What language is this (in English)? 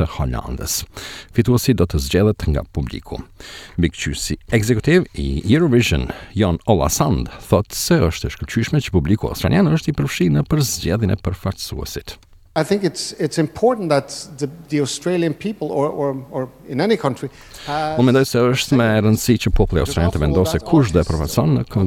Albanian